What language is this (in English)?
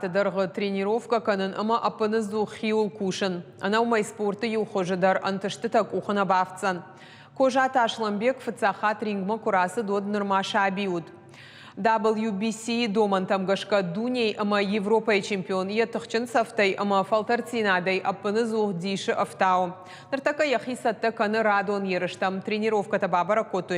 Ossetic